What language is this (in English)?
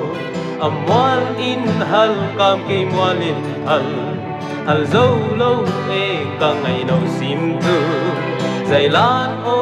Paite Chin